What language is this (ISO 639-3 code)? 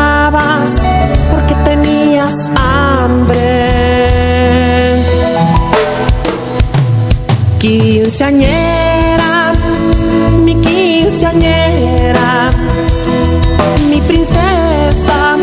spa